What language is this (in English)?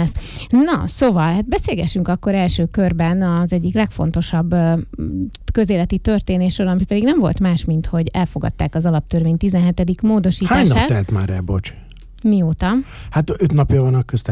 Hungarian